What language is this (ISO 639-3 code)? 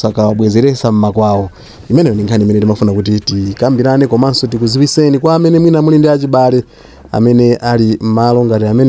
nya